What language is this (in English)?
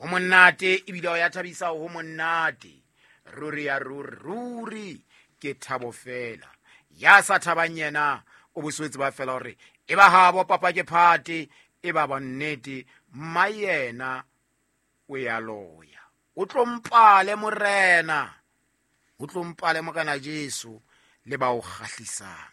Southern Sotho